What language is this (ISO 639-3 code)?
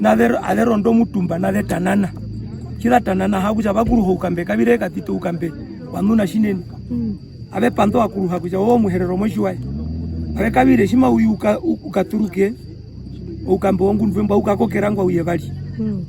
her